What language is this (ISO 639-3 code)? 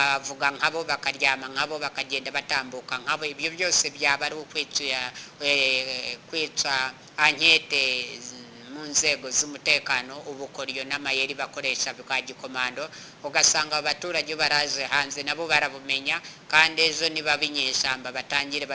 kin